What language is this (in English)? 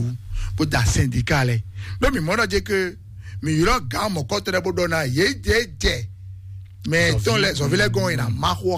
Fon